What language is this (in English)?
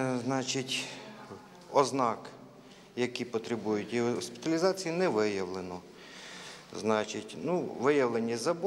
Ukrainian